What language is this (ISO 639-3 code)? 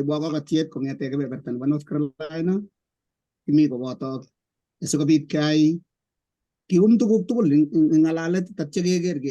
kln